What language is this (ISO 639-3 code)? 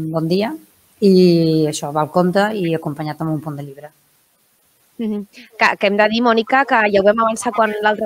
cat